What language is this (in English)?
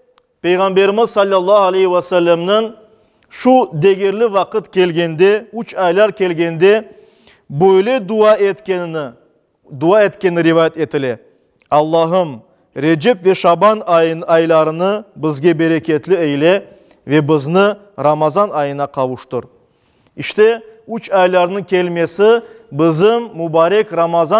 Crimean Tatar